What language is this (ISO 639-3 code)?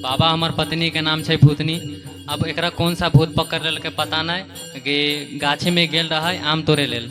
mai